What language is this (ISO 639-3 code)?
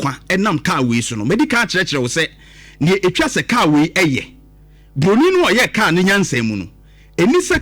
aka